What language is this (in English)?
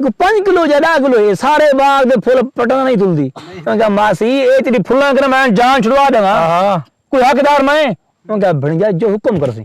Saraiki